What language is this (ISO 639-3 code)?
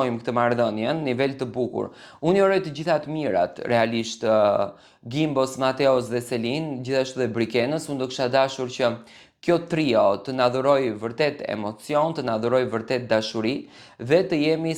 sqi